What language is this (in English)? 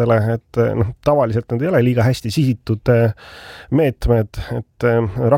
Estonian